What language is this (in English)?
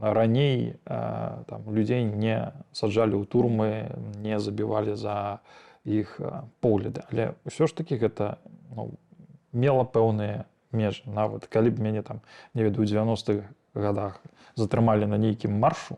Belarusian